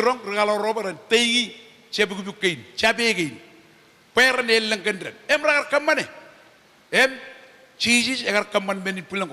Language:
Marshallese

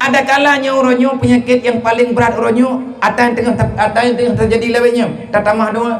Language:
Achinese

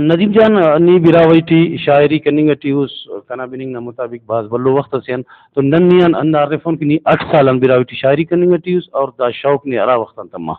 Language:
Brahui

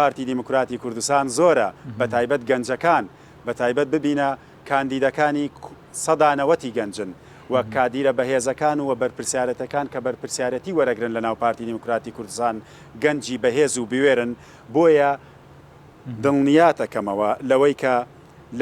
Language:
Central Kurdish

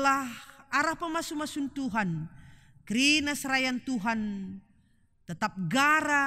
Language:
Batak Karo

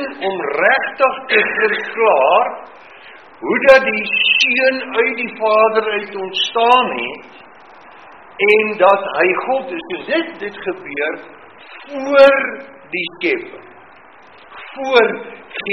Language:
Afrikaans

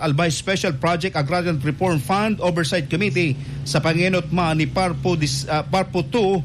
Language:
Bikol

